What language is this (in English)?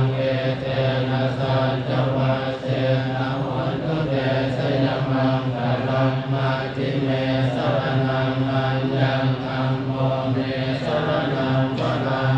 Pali